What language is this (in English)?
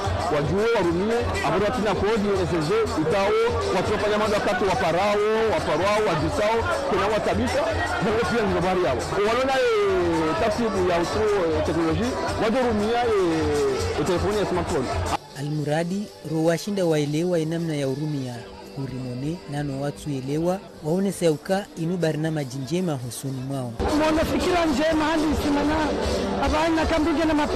Swahili